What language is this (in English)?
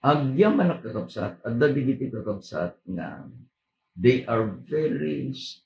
Iloko